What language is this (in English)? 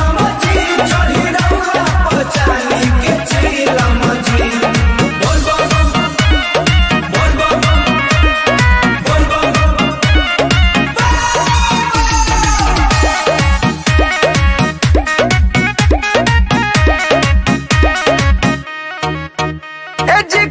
Bhojpuri